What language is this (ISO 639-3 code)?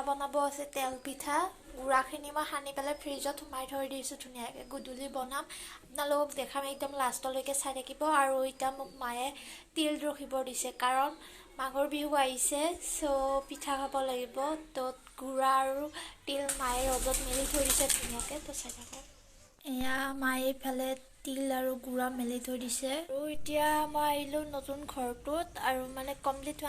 asm